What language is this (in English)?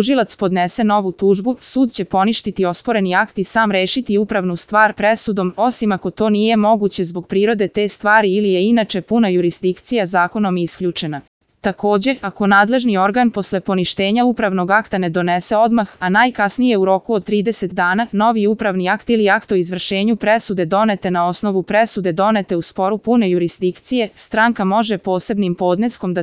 Serbian